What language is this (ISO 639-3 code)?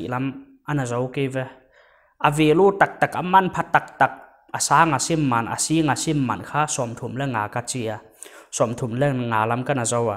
pck